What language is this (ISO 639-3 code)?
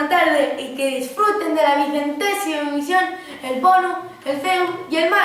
ast